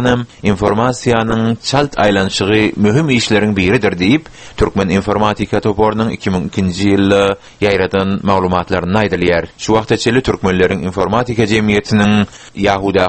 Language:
Turkmen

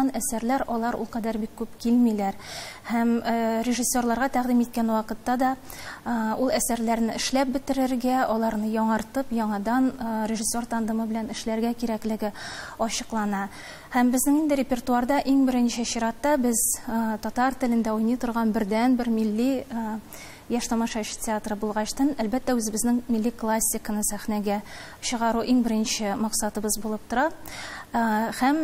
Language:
Tatar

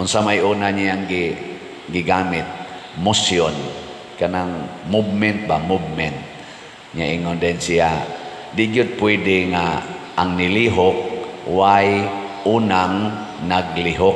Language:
Cebuano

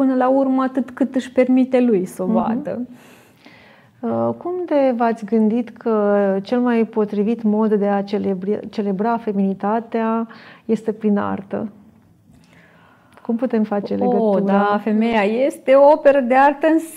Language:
Romanian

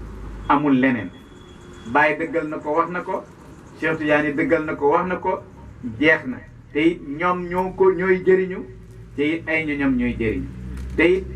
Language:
Wolof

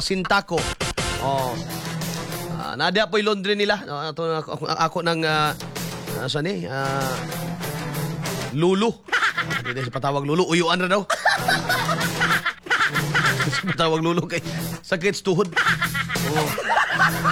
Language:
Filipino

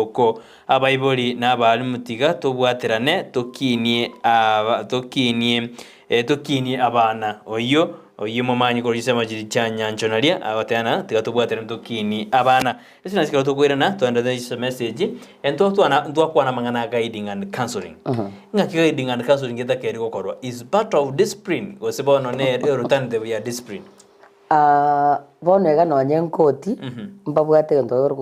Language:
Gusii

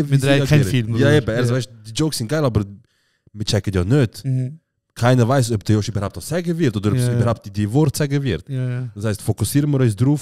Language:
Swiss German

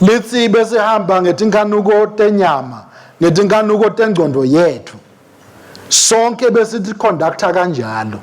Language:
Swati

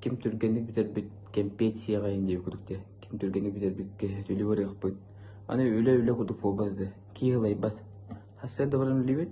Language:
Yakut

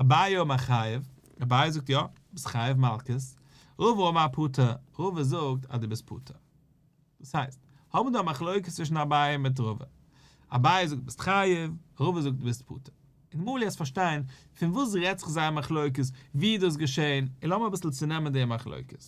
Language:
Yiddish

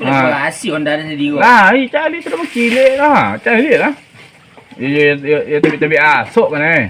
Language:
Minangkabau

